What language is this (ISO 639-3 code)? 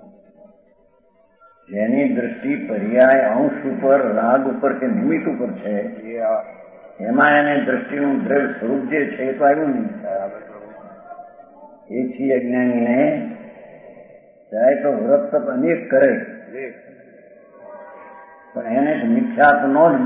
guj